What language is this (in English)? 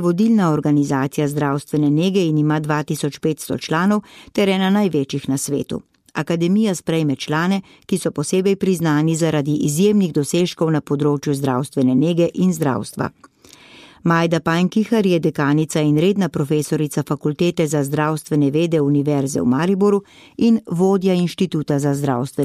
Slovenian